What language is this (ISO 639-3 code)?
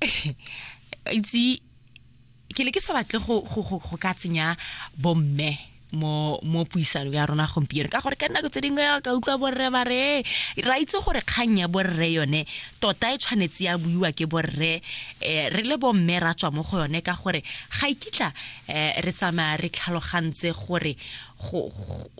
tsn